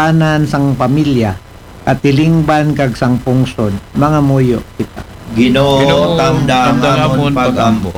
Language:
Aklanon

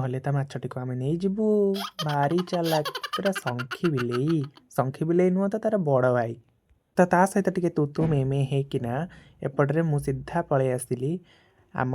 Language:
Odia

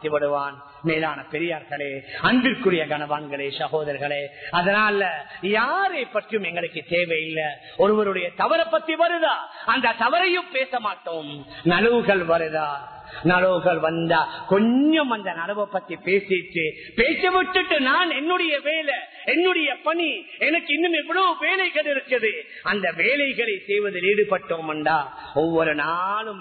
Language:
Tamil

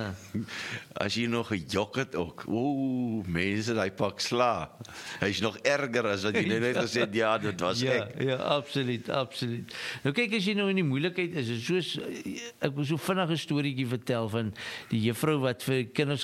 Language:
Afrikaans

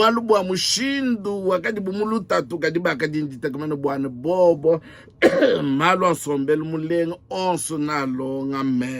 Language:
Luba-Lulua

